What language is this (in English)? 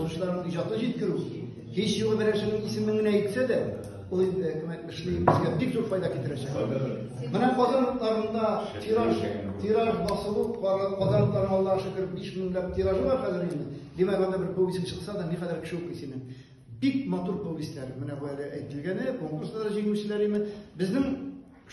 Tatar